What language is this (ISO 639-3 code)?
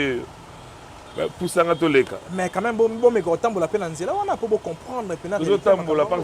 lin